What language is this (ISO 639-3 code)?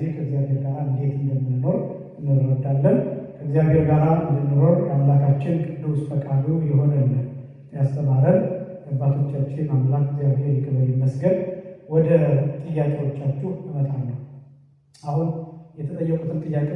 amh